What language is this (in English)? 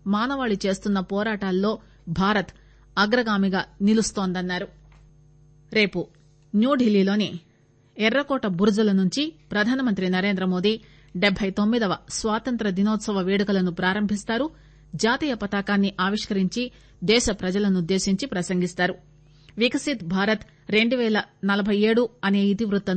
Telugu